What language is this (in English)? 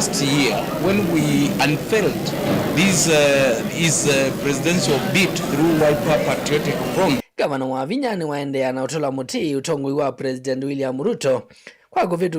Kamba